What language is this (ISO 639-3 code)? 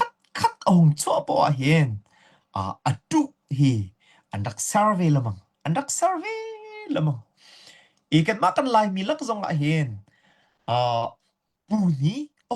cnh